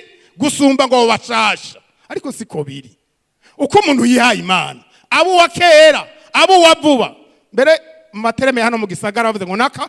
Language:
Rundi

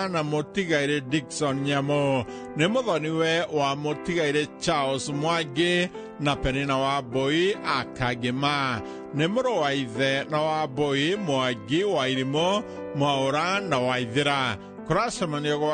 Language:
Kikuyu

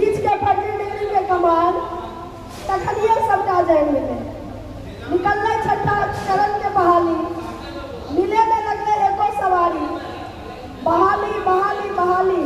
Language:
Angika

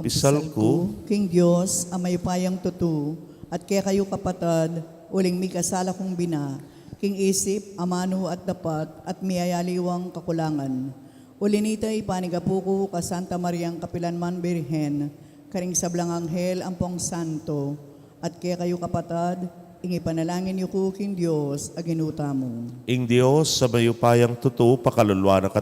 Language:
Pampanga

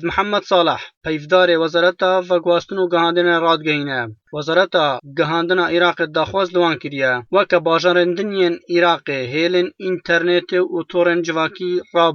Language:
Kurdish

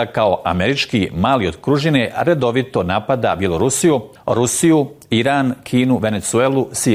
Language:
Bosnian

